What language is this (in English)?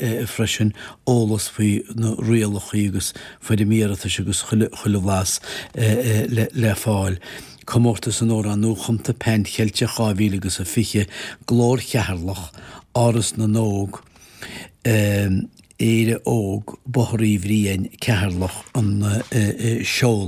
Irish